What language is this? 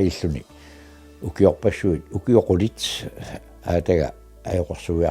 Kalaallisut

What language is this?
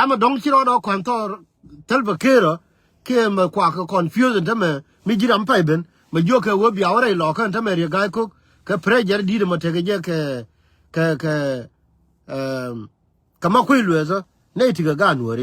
Nuer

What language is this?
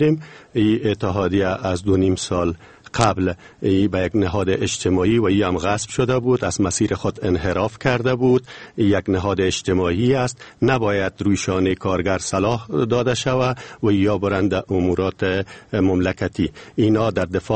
Persian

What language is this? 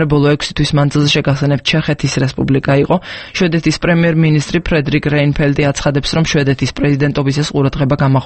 Georgian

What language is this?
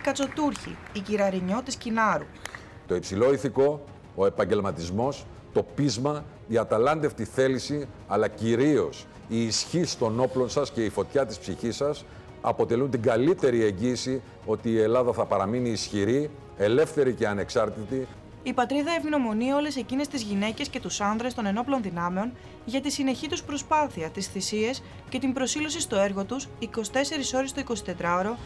Greek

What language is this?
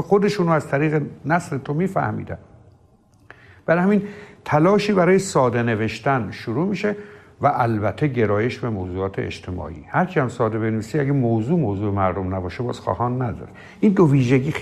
Persian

